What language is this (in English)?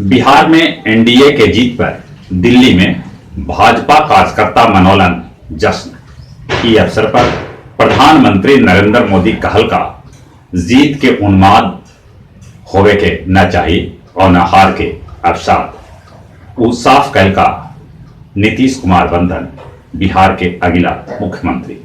Magahi